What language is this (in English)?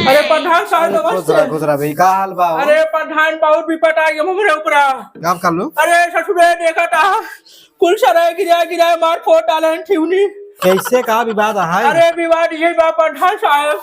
Awadhi